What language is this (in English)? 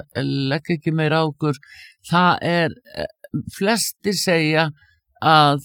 Icelandic